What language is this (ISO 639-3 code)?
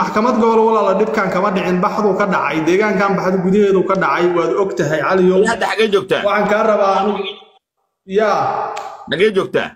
som